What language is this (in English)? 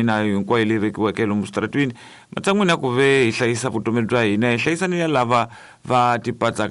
Tsonga